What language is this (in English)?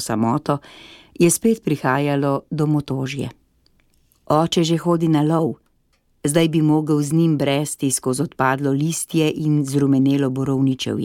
Slovenian